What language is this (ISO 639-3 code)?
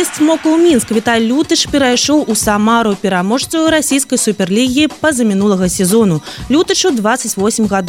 bel